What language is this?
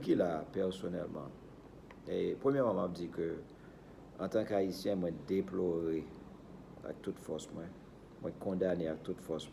Haitian Creole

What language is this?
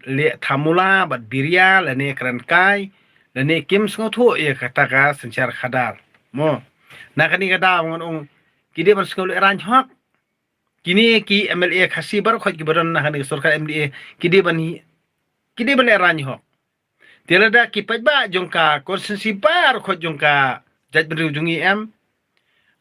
Khasi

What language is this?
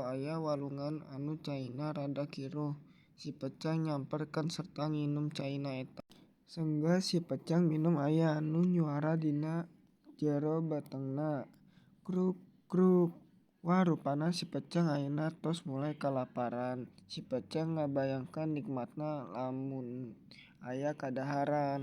Sundanese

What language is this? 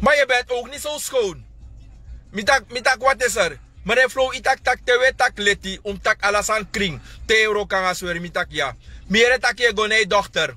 Sranan Tongo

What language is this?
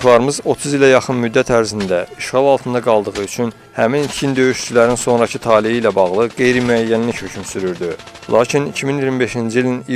Azerbaijani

